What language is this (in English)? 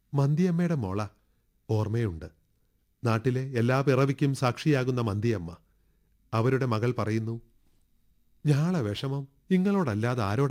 Malayalam